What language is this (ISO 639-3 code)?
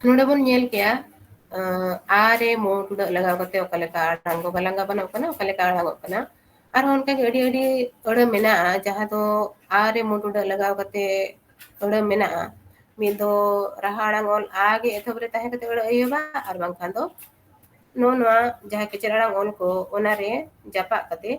sat